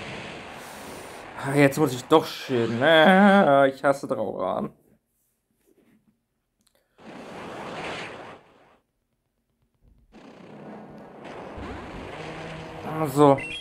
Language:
German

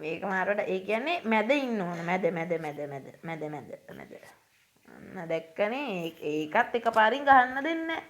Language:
Sinhala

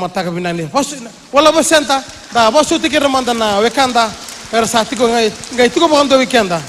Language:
Fijian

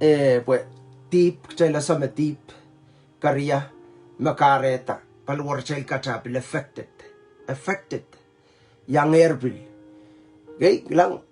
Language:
Pohnpeian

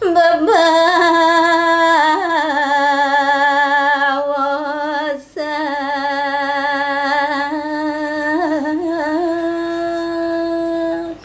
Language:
Balinese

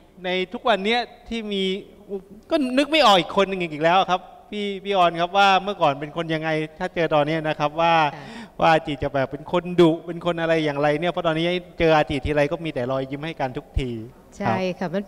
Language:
Thai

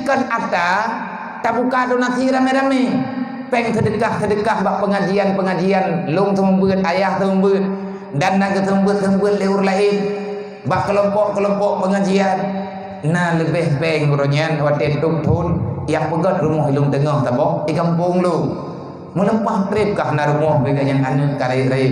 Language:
Achinese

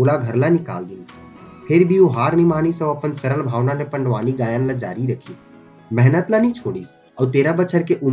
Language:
Chhattisgarhi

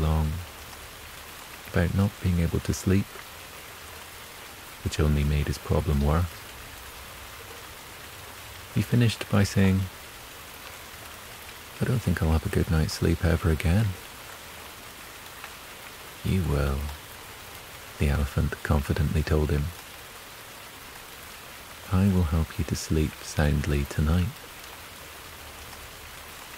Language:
English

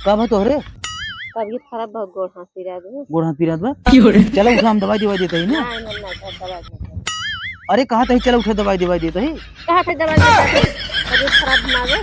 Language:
Awadhi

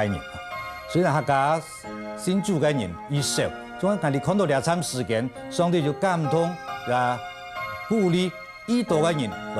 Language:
Hakka Chinese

